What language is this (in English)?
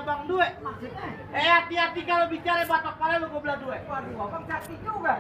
Betawi